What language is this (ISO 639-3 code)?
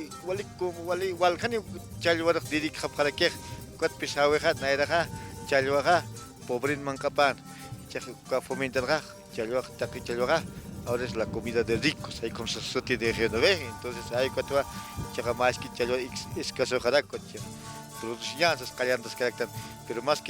aym